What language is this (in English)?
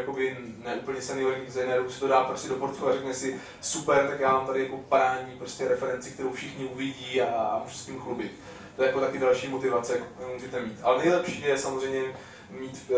Czech